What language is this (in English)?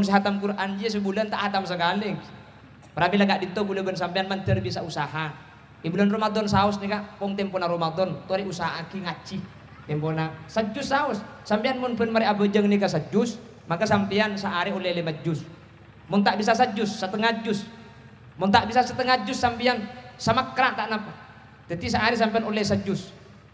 Madurese